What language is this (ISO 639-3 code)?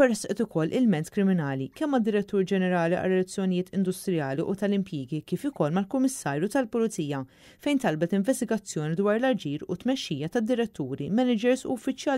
mlt